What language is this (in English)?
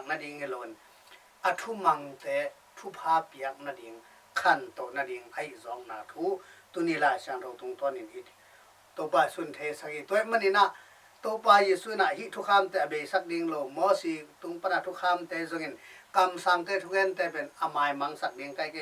Tedim Chin